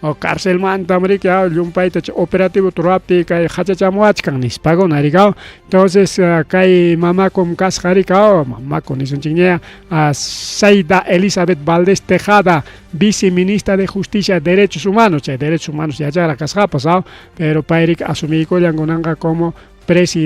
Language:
Ayacucho Quechua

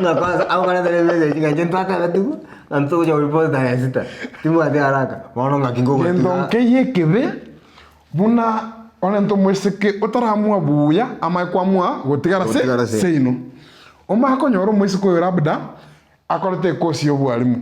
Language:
Gusii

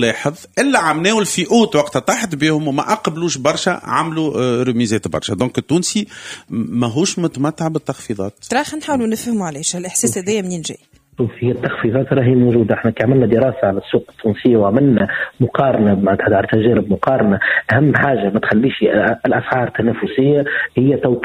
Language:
Tunisian Arabic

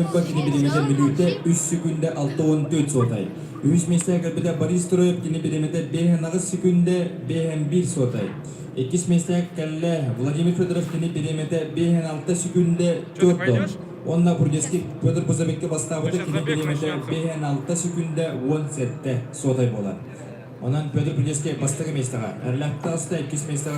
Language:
Yakut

